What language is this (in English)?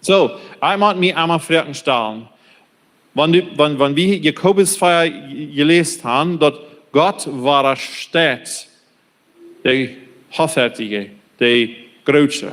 Plautdietsch